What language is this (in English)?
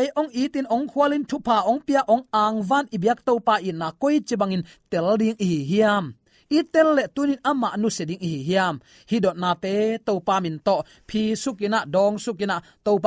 Tedim Chin